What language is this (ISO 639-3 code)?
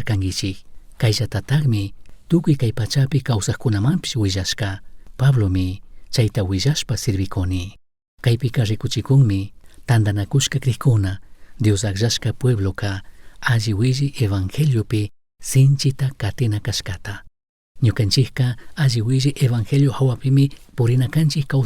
qug